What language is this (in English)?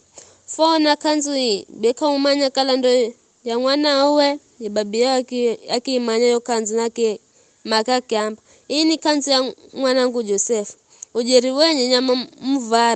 Giryama